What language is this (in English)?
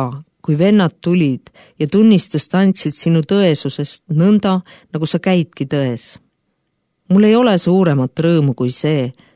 Estonian